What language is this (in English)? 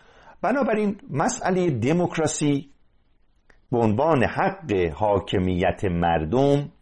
Persian